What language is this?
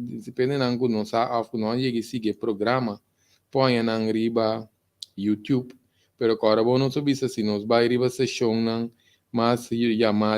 Papiamento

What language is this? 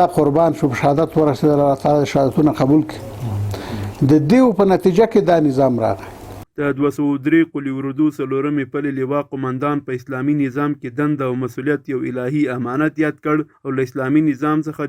Pashto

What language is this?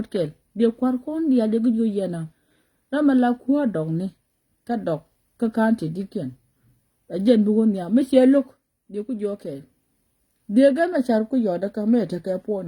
Nuer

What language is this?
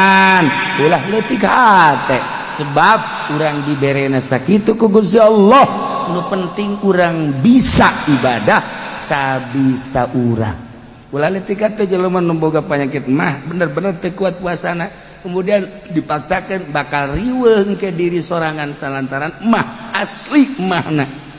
Sundanese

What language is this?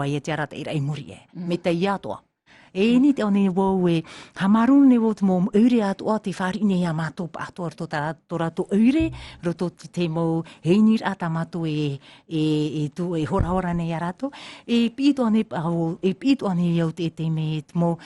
Tahitian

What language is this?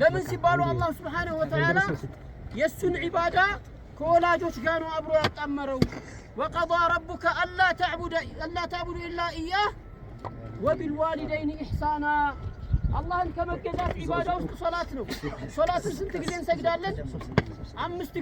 Amharic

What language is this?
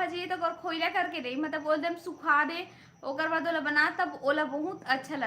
Chhattisgarhi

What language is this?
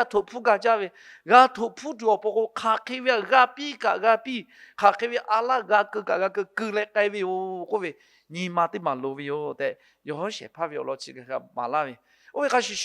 Lahu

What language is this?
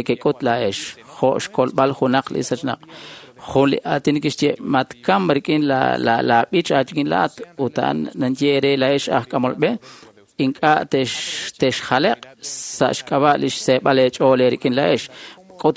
Kekchí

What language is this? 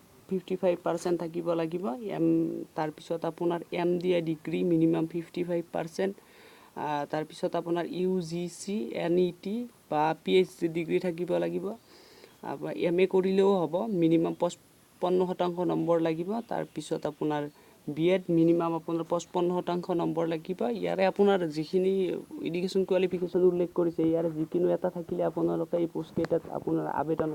Assamese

